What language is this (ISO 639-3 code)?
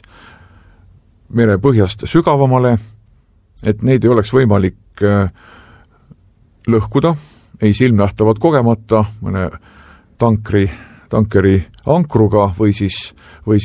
est